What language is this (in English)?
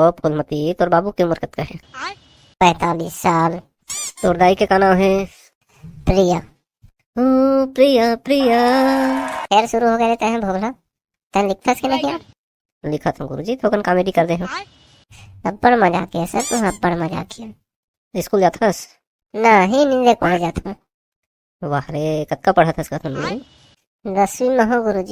Chhattisgarhi